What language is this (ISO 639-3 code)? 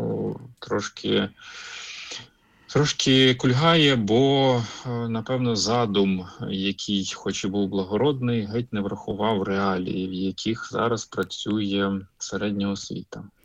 ukr